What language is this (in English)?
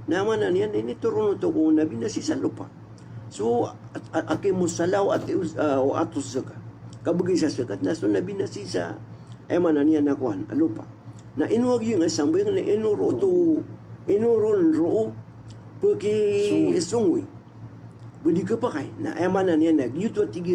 Maranao